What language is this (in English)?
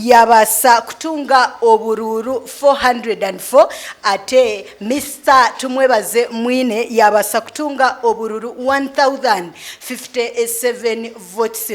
Nyankole